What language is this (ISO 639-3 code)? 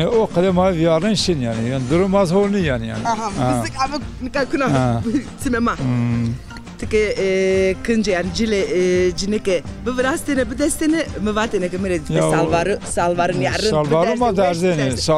zza